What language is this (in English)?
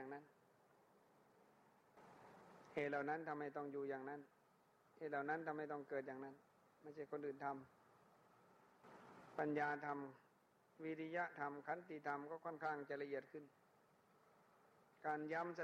Thai